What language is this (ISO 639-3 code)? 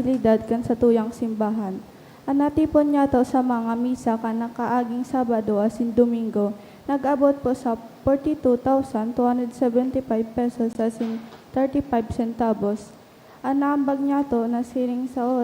bik